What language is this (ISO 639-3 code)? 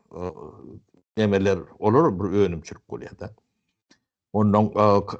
tuk